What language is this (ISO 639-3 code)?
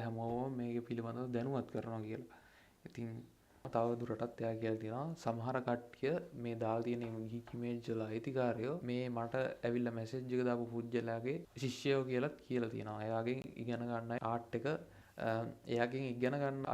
sin